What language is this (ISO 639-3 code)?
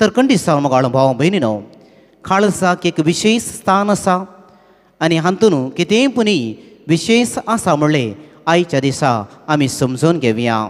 kok